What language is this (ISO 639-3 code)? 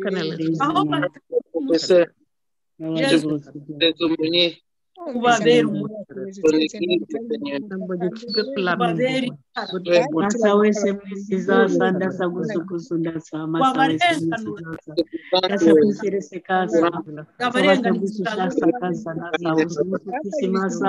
kin